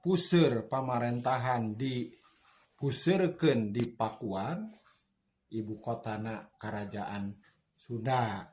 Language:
Sundanese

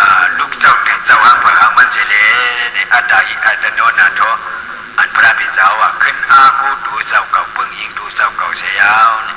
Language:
Shan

